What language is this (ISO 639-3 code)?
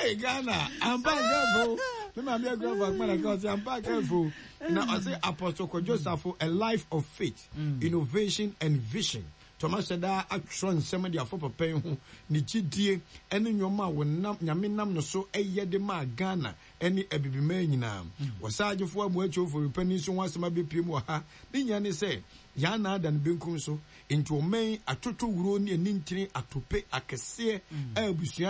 aka